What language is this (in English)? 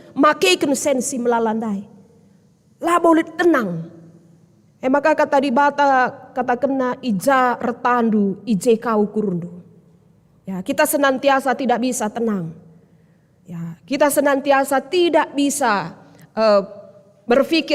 Batak Karo